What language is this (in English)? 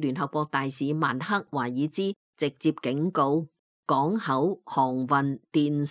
Cantonese